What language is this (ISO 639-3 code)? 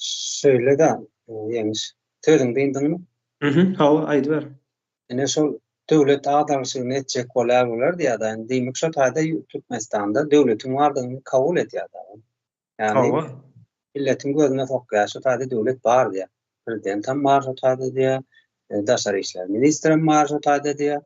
tuk